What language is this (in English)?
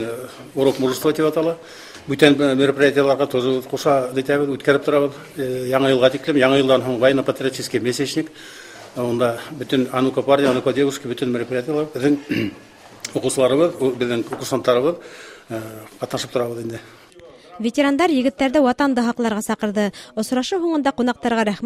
Bashkir